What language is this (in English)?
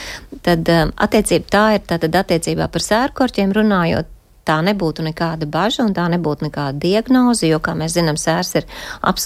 Latvian